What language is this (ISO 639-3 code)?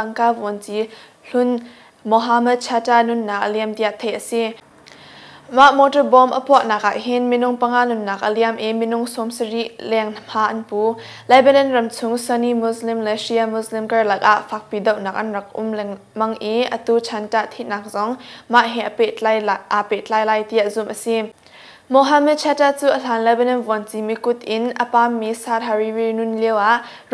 cnh